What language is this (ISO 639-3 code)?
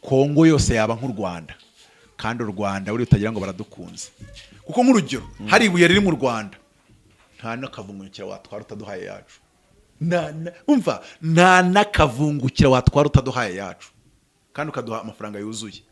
kin